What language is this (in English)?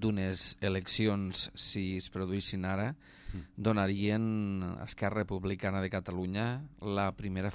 Catalan